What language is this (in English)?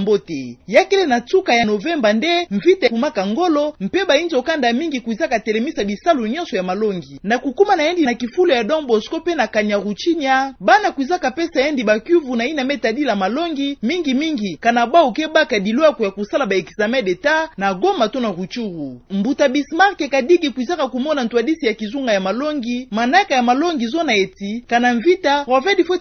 Kituba (Democratic Republic of Congo)